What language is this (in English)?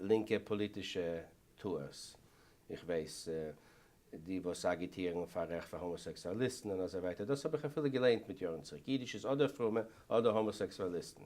Yiddish